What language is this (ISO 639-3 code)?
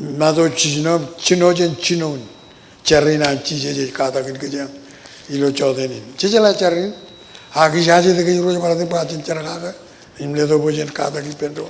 mah